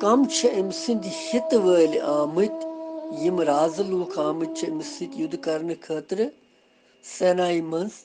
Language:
Kashmiri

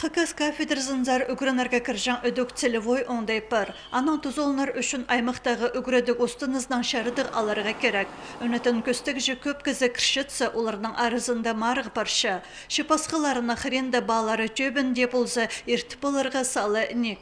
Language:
Khakas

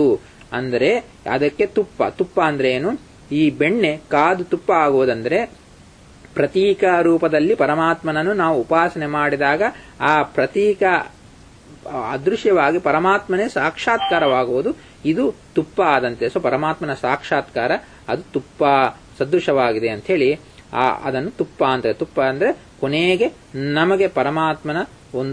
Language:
Kannada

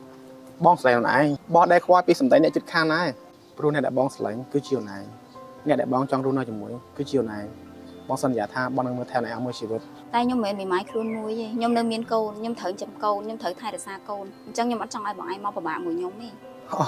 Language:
Khmer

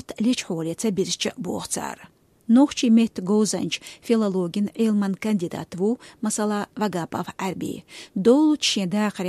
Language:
Chechen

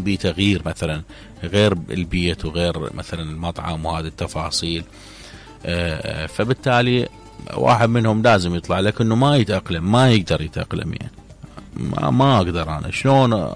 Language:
Mesopotamian Arabic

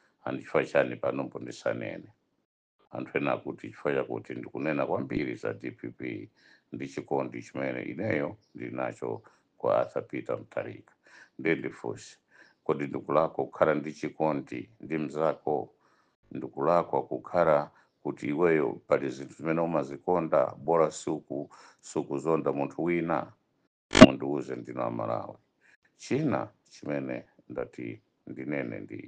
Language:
Nyanja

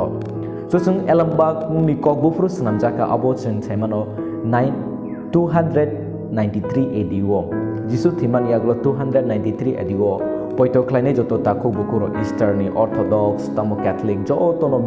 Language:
Kok Borok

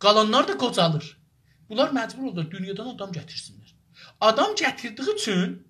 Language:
South Azerbaijani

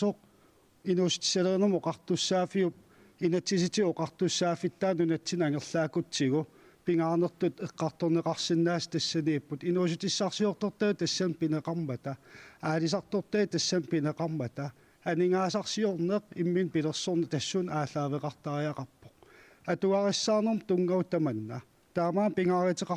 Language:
Kalaallisut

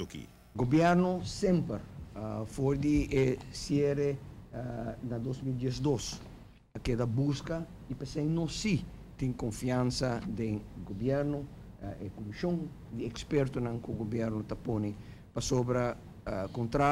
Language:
Papiamento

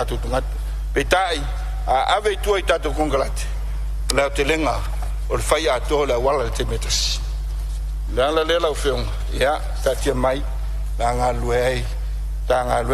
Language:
Samoan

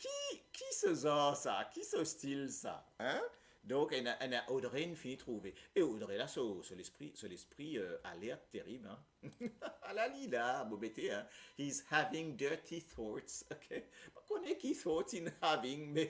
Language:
Morisyen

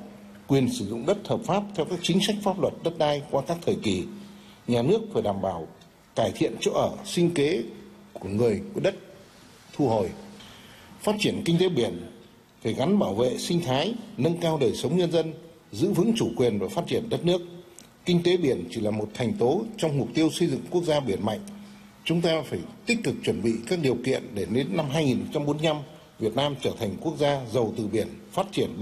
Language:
Vietnamese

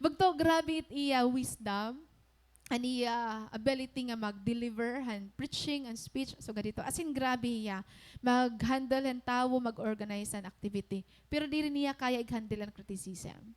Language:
Waray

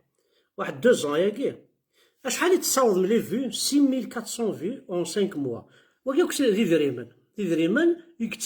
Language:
Kabyle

